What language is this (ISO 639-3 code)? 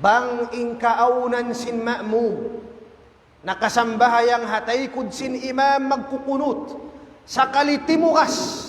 tsg